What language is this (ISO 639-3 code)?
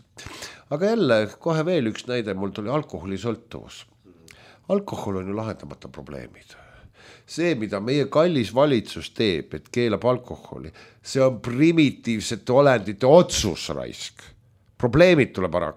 est